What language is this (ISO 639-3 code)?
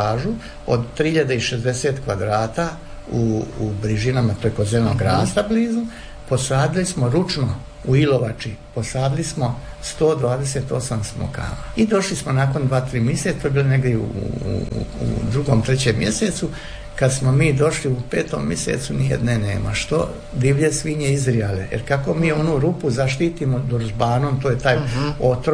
hrv